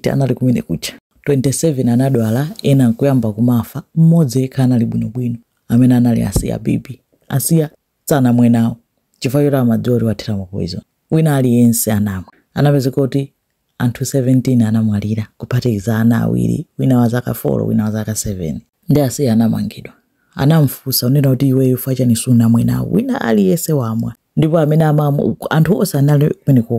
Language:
Nyanja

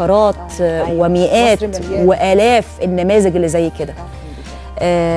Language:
Egyptian Arabic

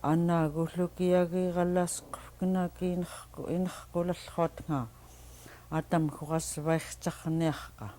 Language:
Central Yupik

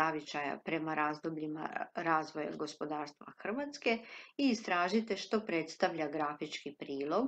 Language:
Croatian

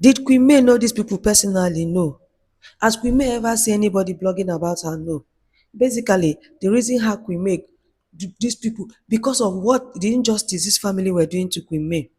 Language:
Nigerian Pidgin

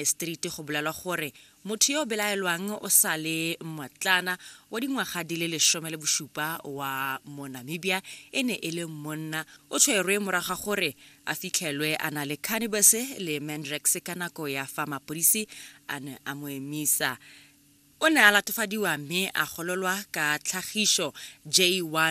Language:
Tswana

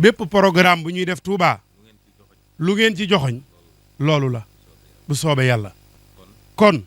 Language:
Wolof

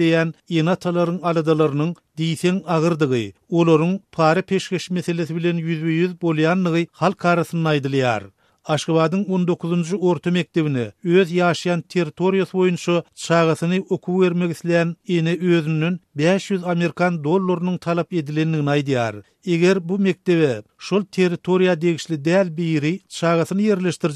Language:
Turkmen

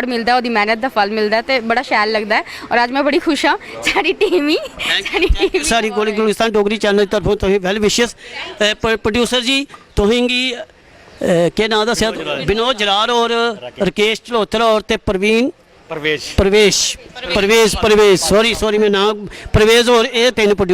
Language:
Dogri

